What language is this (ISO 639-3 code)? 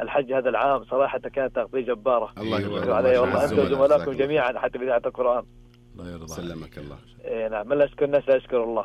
ars